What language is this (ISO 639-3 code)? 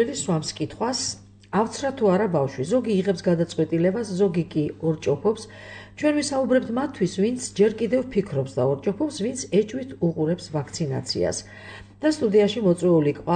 kat